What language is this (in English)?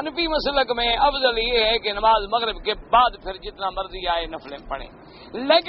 Urdu